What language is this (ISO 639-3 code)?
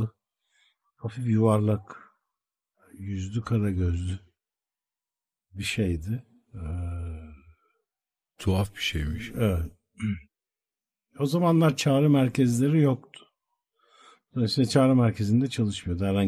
tur